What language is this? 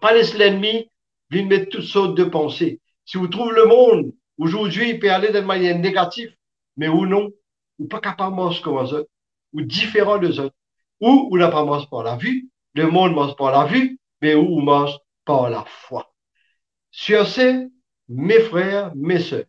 Morisyen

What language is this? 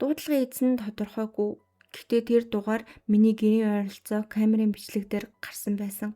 Mongolian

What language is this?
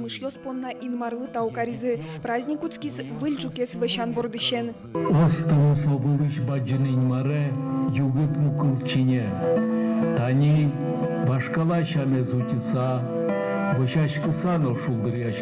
Udmurt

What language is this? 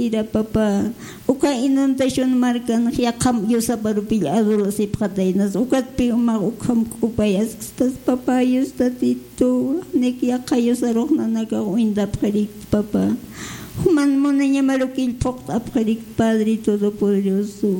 Aymara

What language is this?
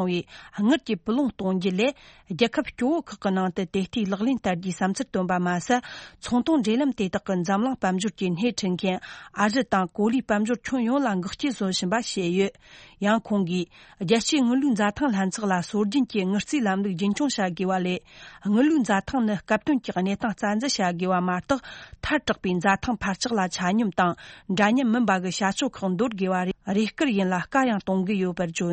Tibetan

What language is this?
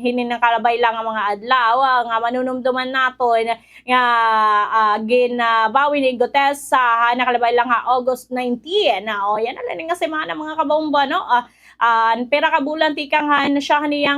Waray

